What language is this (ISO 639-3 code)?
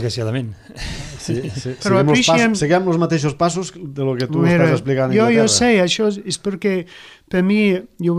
cat